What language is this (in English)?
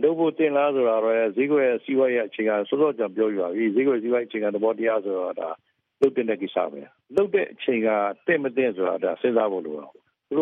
Burmese